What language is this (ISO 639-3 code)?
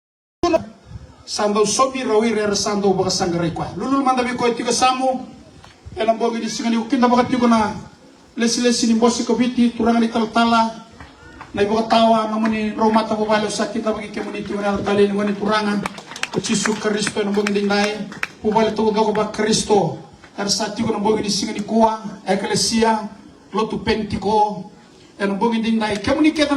fij